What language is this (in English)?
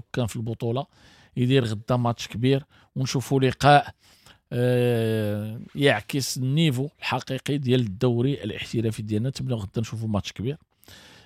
Moroccan Arabic